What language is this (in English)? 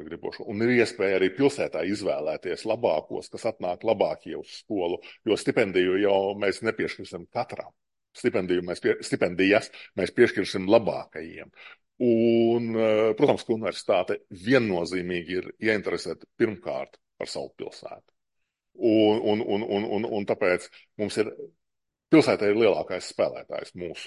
Latvian